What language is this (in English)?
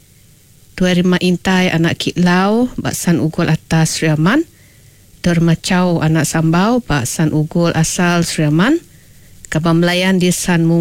Iban